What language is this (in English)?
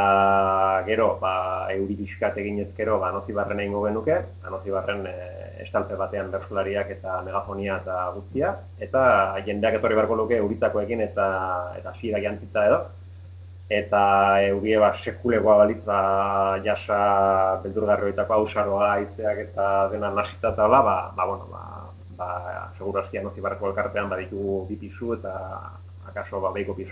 Basque